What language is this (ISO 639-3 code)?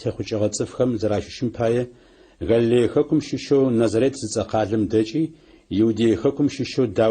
ady